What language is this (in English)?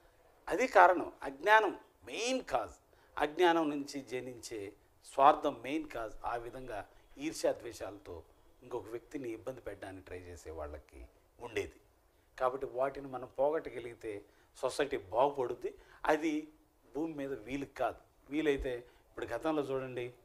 Telugu